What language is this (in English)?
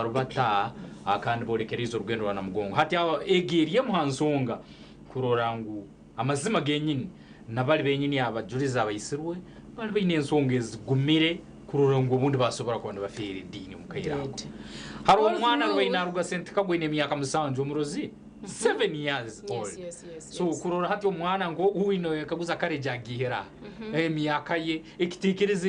Nyankole